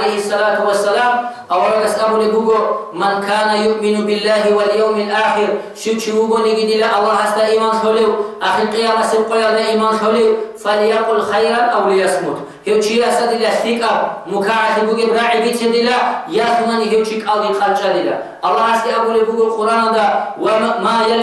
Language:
Avaric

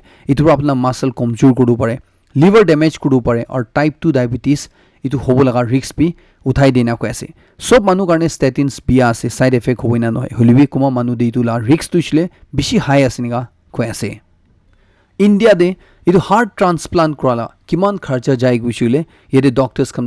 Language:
Naga Pidgin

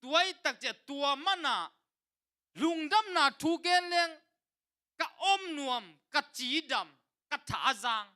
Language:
Tedim Chin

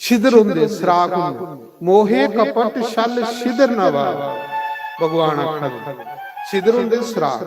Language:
Dogri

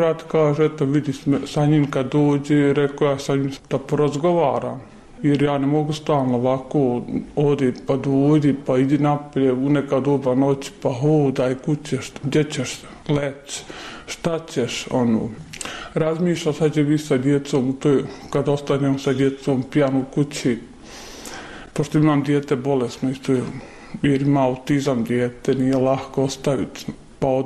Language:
Serbian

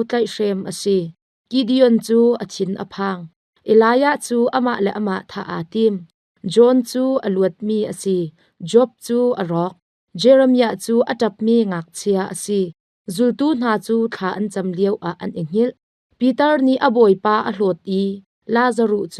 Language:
Hakha Chin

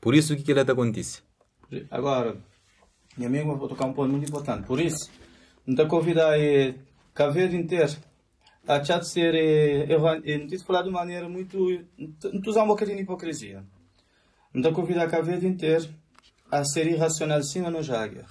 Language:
Kabuverdianu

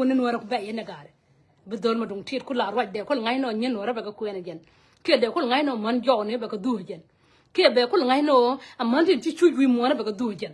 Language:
Nuer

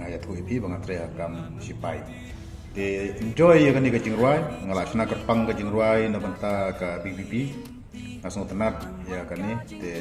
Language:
Khasi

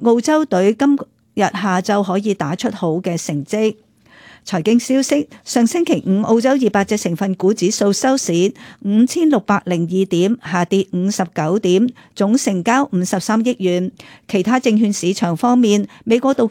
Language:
Cantonese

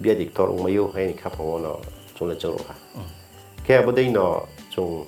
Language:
Riang (India)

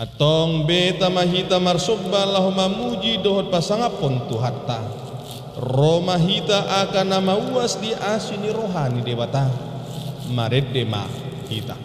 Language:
Batak Toba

